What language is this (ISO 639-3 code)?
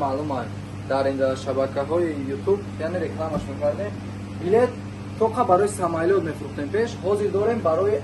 tgk